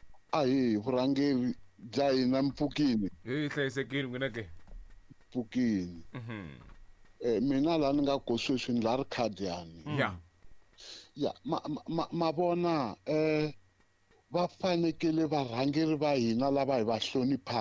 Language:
Tsonga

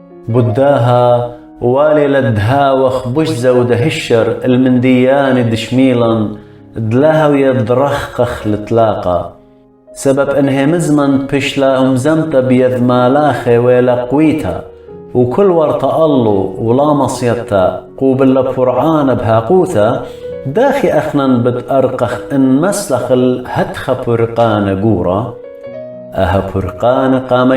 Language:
Assyrian Neo-Aramaic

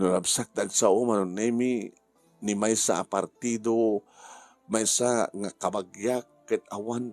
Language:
Iloko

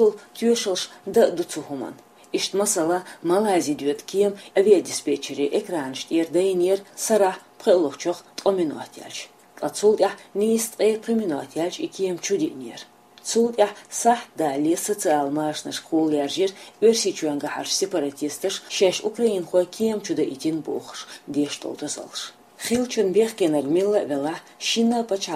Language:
Chechen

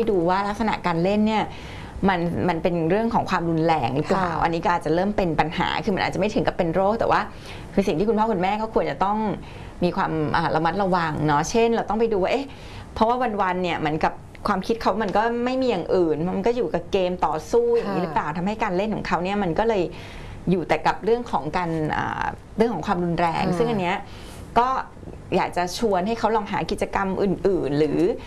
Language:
Thai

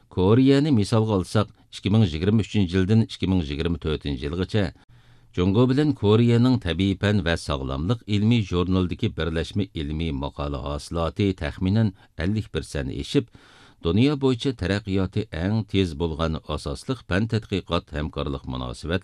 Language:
Uyghur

